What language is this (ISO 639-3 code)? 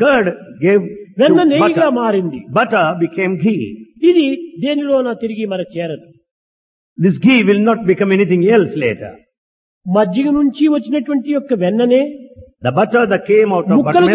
tel